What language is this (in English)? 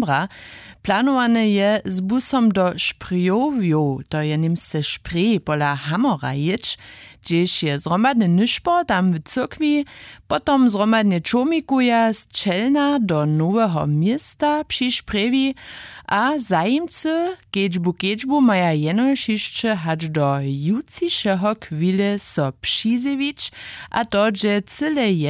Upper Sorbian